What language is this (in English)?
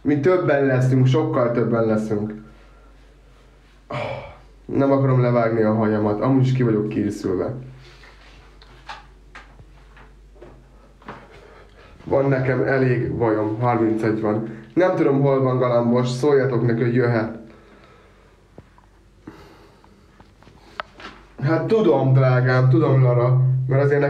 Hungarian